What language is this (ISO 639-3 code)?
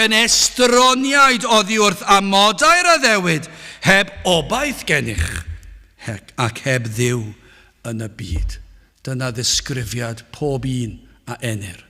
cym